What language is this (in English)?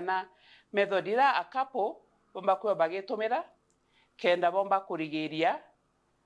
Meru